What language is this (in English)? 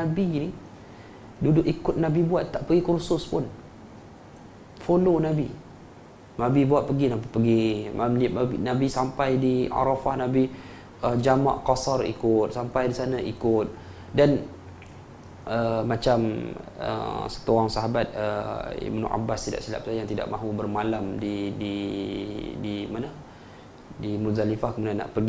Malay